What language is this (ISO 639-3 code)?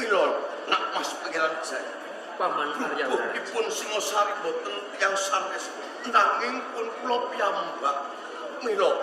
jav